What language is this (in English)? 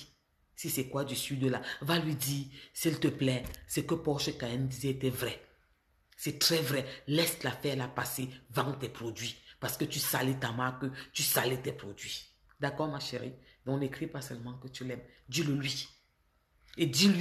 French